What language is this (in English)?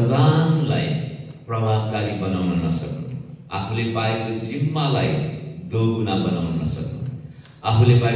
Nepali